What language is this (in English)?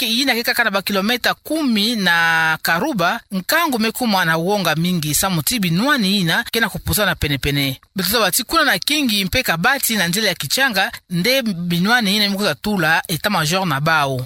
Kituba (Democratic Republic of Congo)